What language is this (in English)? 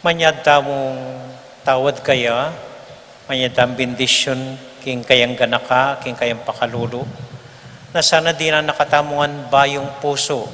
Pampanga